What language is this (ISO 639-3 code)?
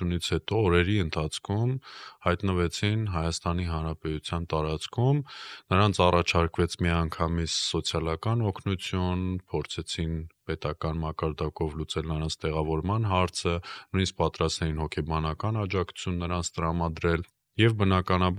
hye